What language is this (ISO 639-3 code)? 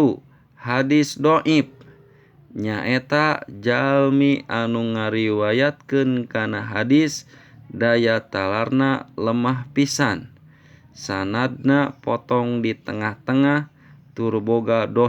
sun